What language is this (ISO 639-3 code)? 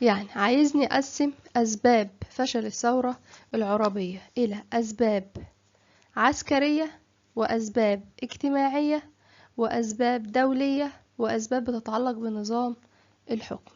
arz